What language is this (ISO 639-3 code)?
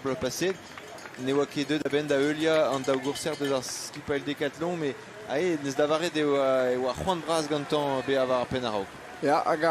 bre